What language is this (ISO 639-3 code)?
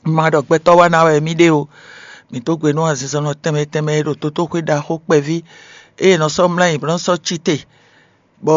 fon